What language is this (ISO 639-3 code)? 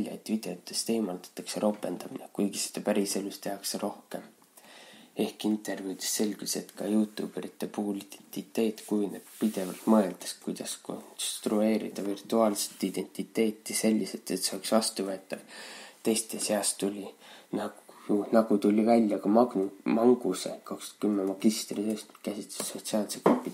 est